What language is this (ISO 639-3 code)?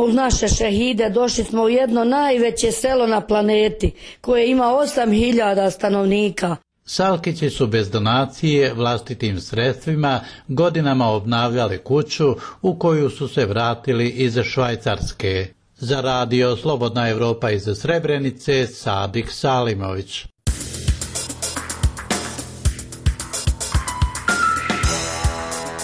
bos